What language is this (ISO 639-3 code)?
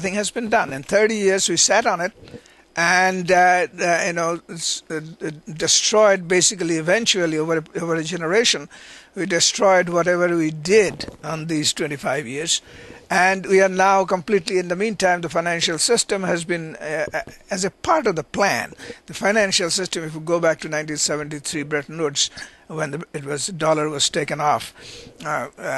eng